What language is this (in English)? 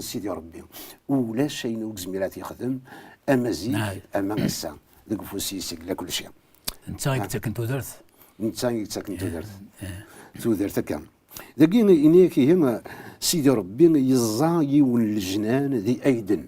Kabyle